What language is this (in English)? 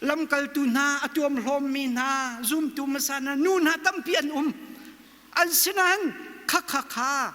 Hakha Chin